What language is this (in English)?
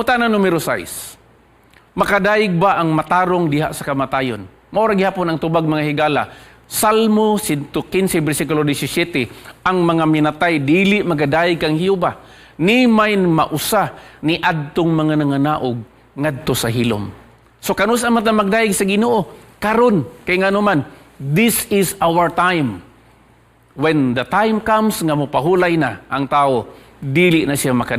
Cebuano